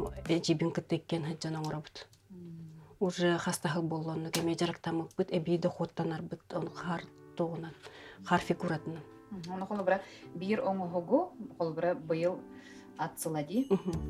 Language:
Yakut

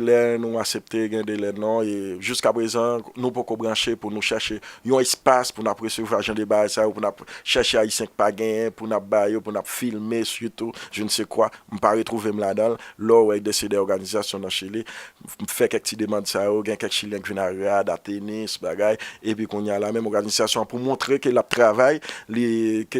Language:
Haitian Creole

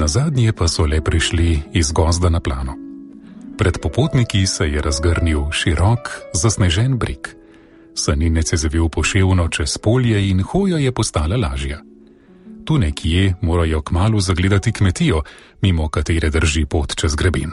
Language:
Slovenian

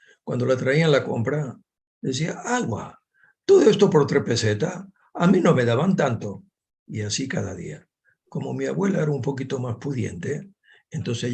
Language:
Ladino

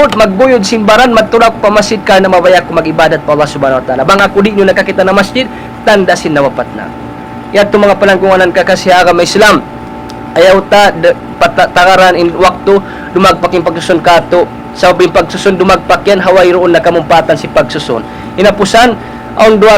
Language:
Tausug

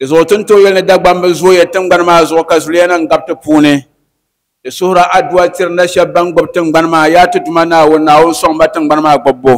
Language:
Dagbani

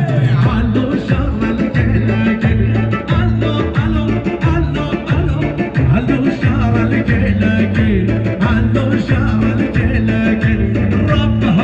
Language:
Kurdish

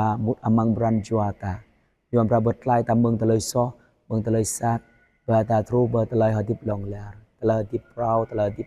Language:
Jarai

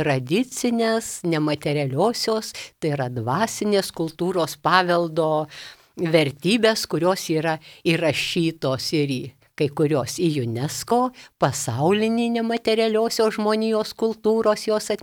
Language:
Lithuanian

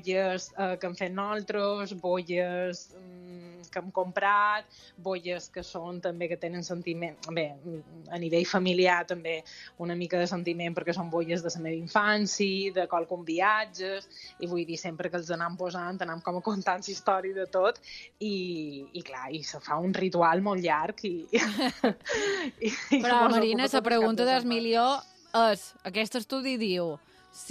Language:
Catalan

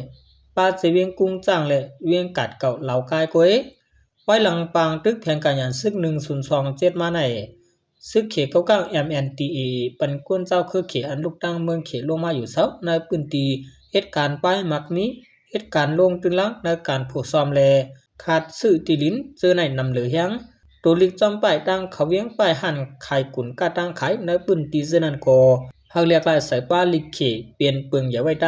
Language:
Shan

